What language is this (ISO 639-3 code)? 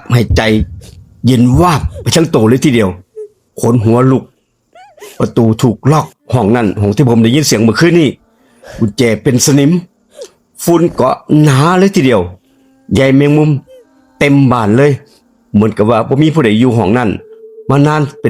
tts